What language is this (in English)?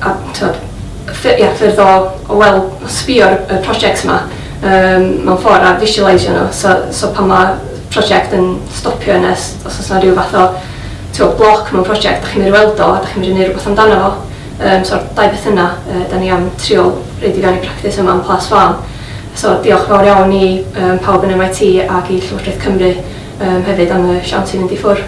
Welsh